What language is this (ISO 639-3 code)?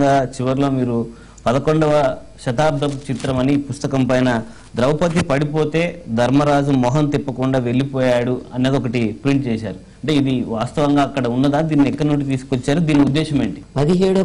tel